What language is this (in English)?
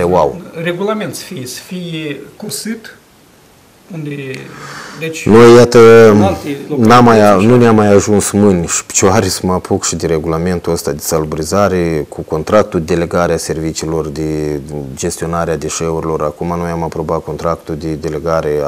Romanian